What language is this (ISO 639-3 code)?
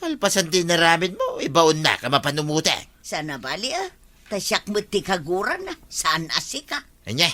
ilo